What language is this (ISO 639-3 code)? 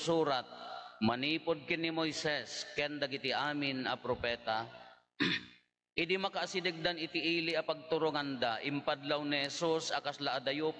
ilo